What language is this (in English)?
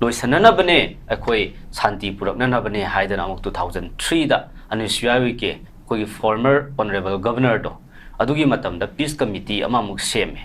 Manipuri